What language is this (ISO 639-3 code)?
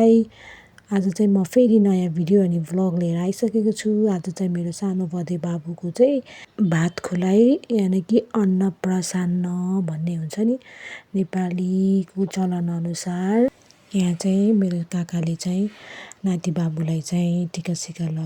nep